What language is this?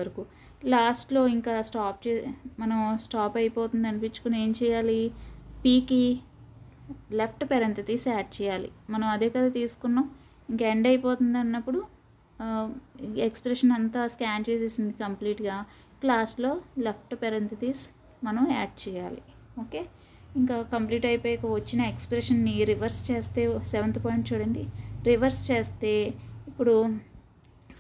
Telugu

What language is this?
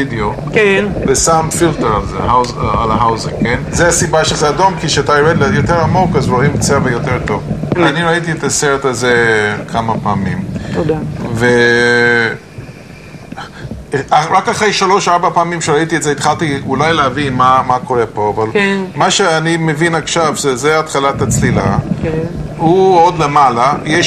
Hebrew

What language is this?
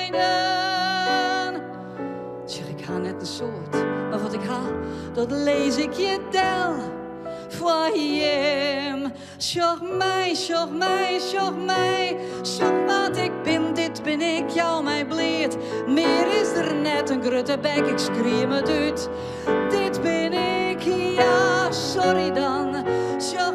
Western Frisian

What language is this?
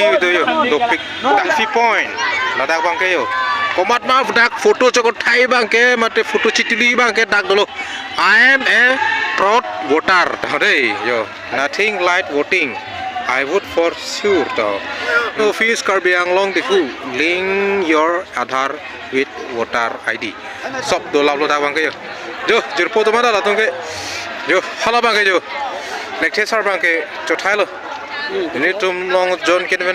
Karbi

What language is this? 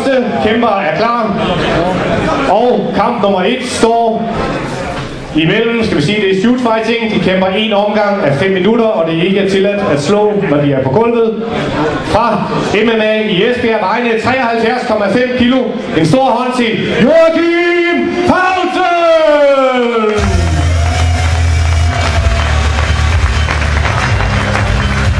Danish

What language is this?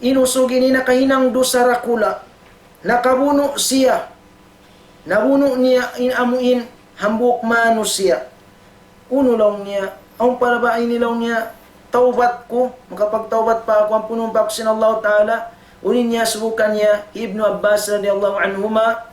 Tausug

